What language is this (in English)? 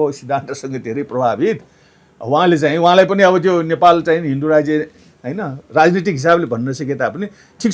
Nepali